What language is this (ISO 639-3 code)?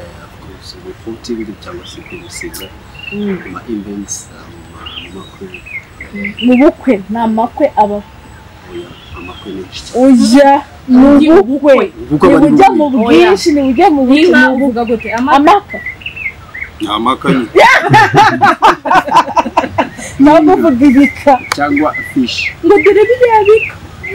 kin